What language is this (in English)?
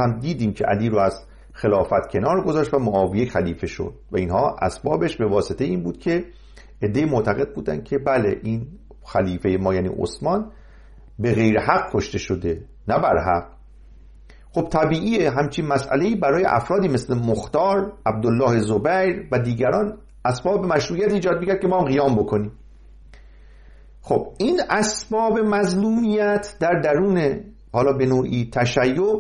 Persian